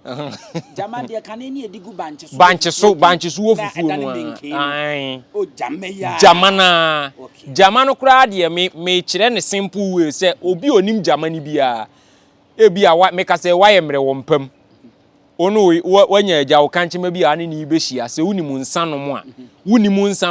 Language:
Akan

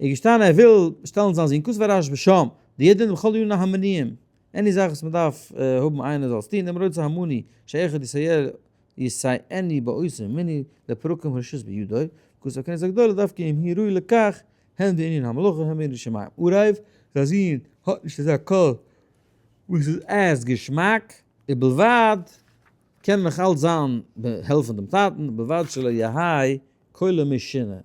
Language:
Yiddish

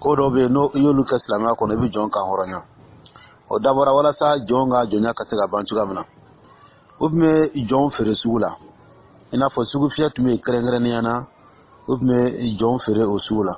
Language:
Dyula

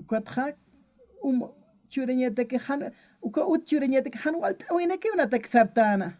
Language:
Aymara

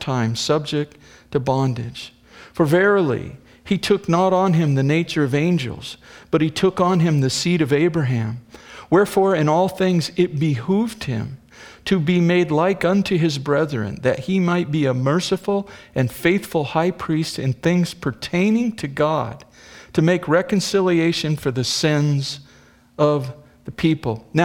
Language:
English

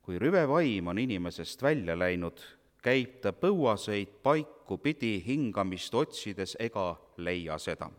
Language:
Estonian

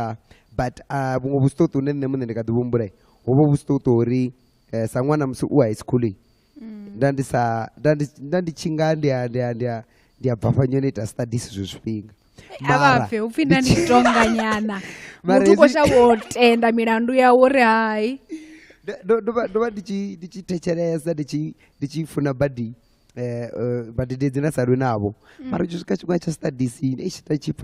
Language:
Venda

